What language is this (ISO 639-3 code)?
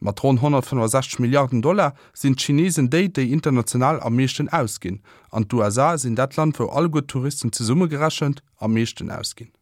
ltz